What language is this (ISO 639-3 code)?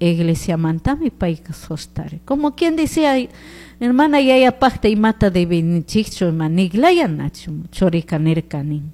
qug